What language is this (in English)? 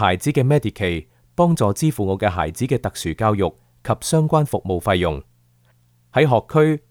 Cantonese